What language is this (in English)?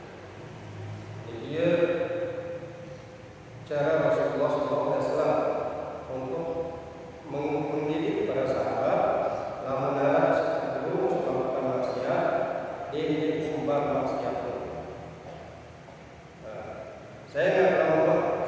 Indonesian